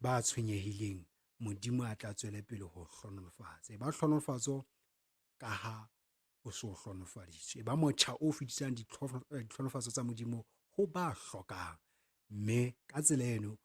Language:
Southern Sotho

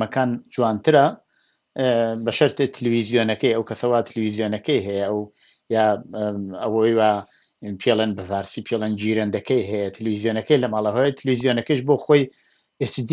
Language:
Central Kurdish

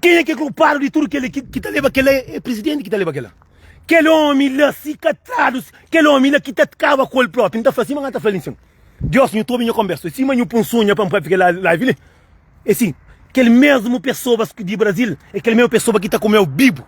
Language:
Kabuverdianu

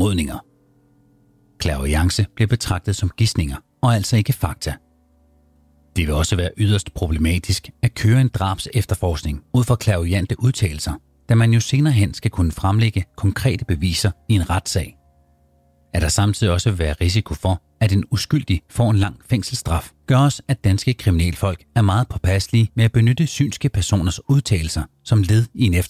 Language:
Danish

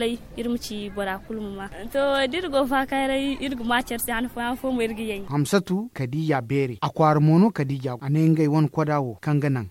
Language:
Zarma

